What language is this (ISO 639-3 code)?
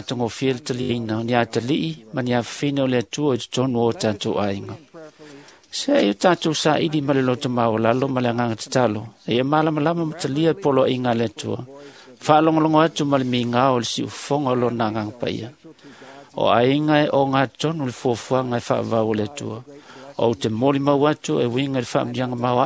smo